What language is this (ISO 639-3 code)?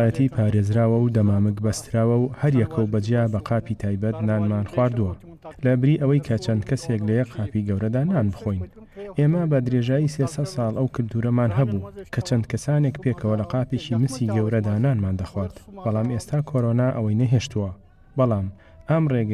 ckb